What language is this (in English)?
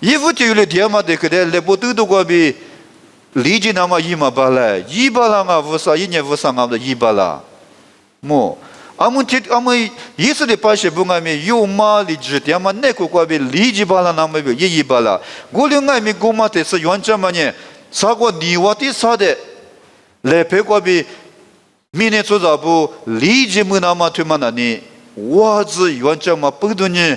Lisu